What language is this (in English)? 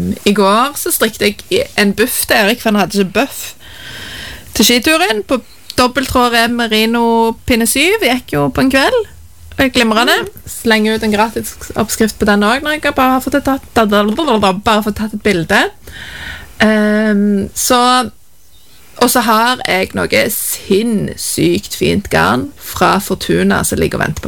Norwegian